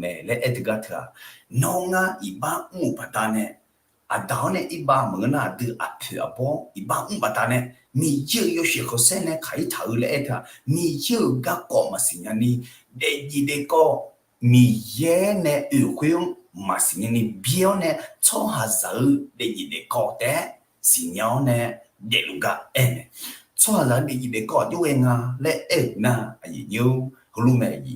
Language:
Akha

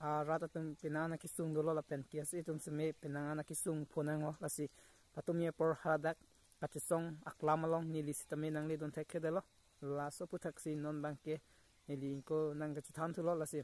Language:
Karbi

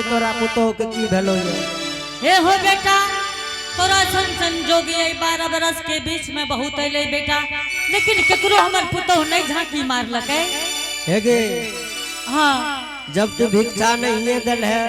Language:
Angika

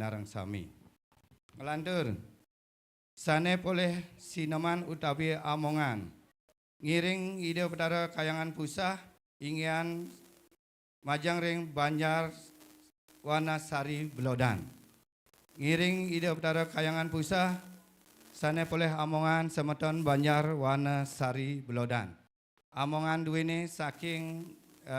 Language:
Balinese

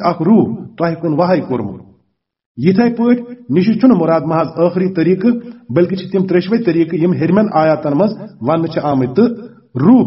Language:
Kashmiri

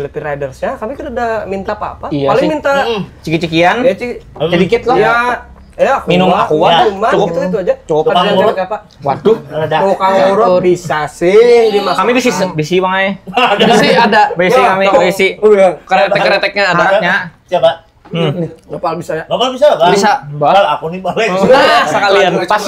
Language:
Banjar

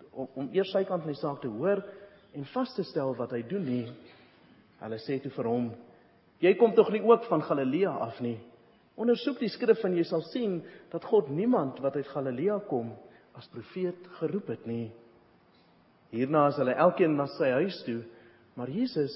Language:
Afrikaans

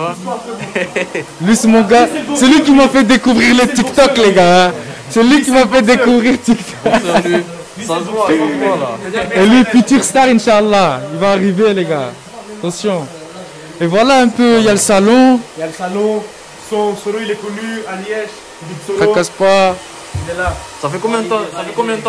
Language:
French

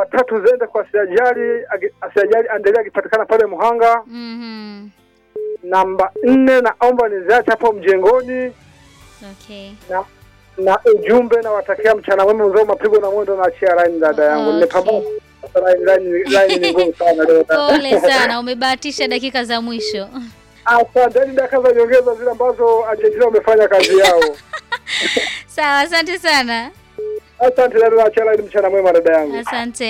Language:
Swahili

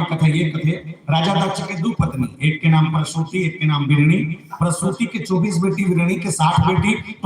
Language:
Chhattisgarhi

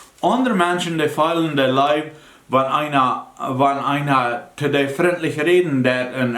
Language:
Plautdietsch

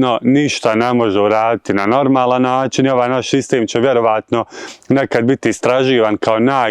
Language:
Bosnian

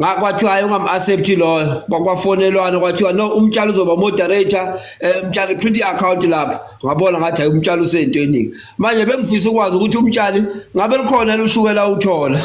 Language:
Zulu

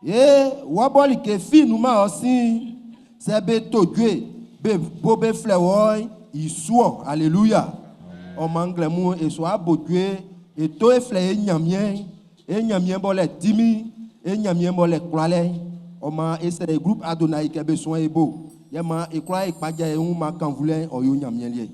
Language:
Baoulé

